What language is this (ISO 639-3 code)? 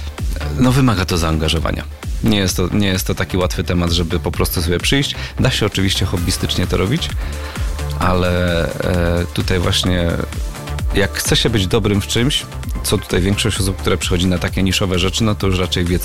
pol